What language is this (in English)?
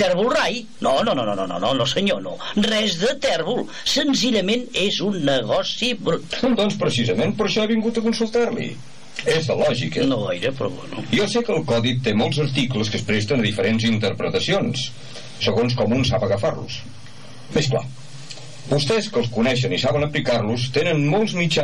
Catalan